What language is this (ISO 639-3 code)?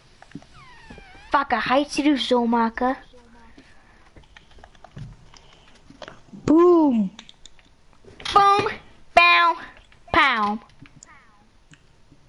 nld